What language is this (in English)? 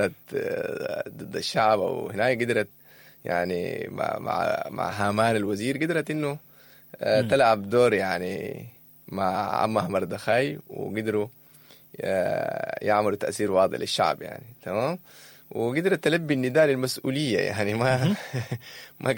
Sudanese Arabic